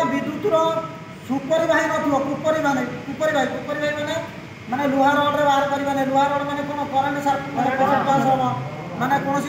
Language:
Odia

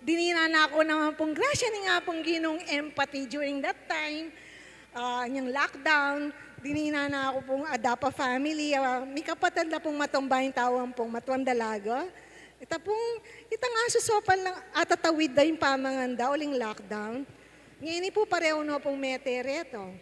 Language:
Pampanga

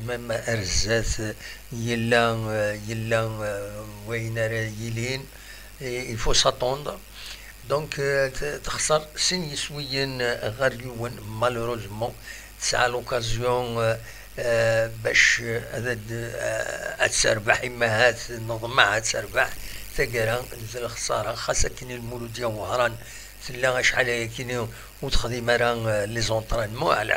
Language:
Kabyle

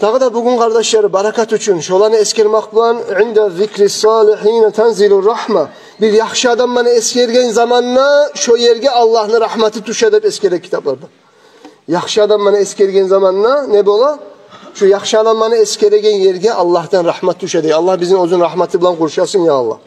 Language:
Kumyk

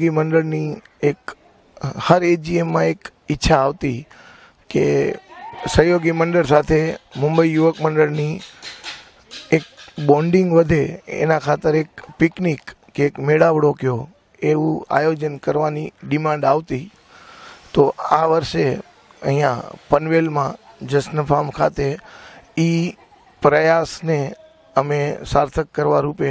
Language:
Gujarati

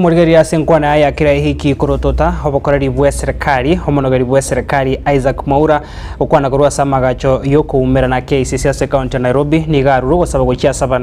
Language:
Gusii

